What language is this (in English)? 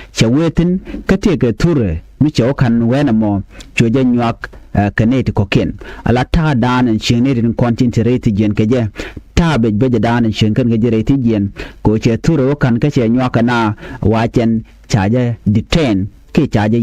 Nuer